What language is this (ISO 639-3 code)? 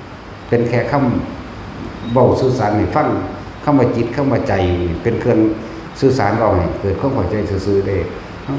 tts